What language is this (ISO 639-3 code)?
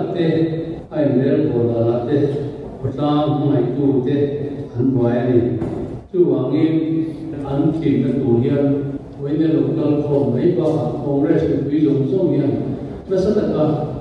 lus